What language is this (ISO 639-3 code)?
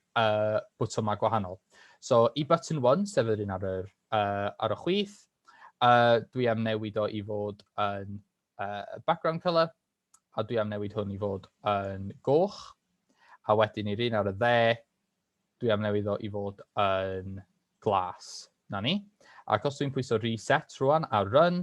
cym